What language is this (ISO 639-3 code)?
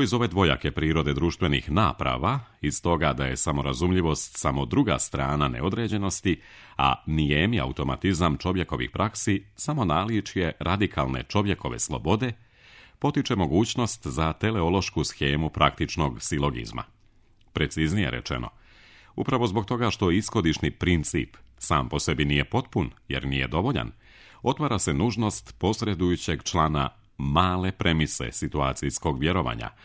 hrv